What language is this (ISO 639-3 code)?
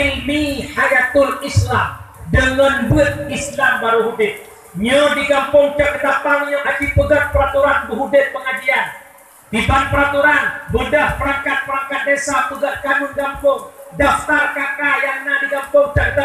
ace